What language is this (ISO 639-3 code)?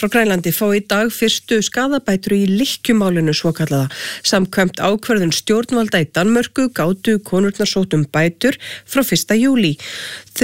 isl